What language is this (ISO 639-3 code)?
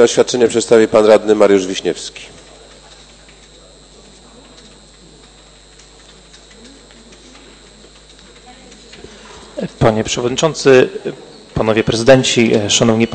pol